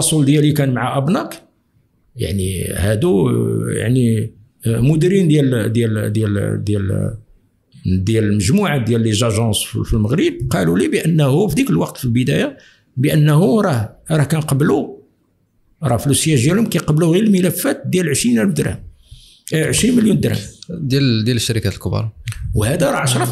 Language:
Moroccan Arabic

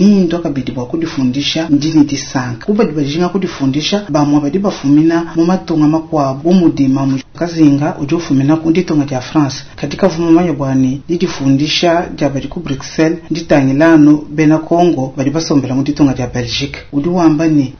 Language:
Luba-Lulua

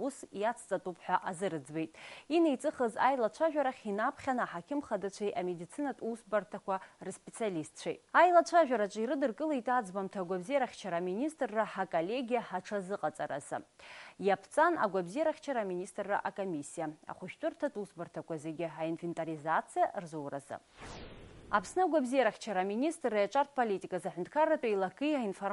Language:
Abkhazian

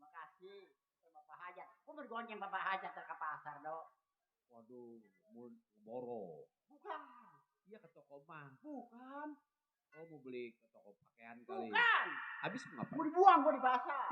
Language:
Betawi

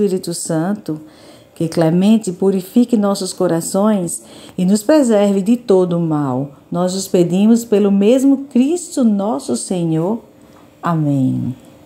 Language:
Portuguese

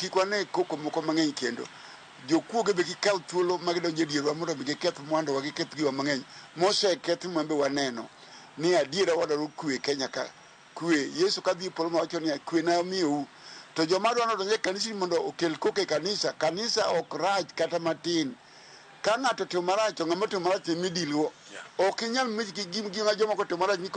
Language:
Luo (Kenya and Tanzania)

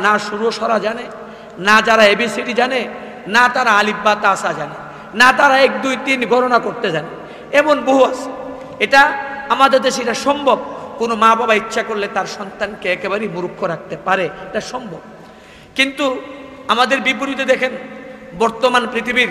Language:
Bangla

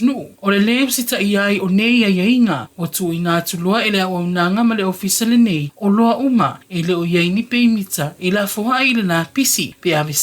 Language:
Samoan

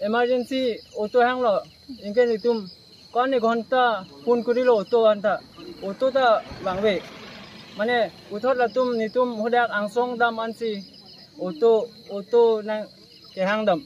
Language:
Karbi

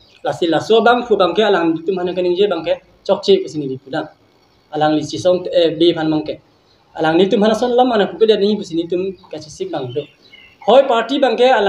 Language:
Karbi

